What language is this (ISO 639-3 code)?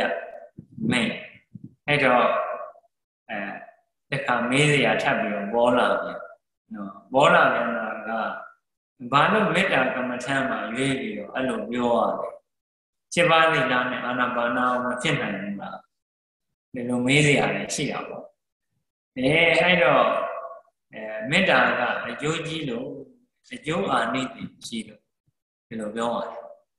mya